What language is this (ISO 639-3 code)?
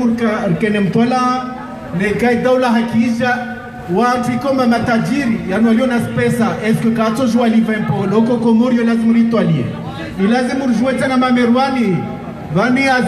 zdj